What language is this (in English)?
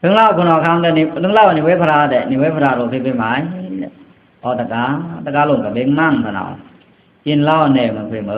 Pa'o Karen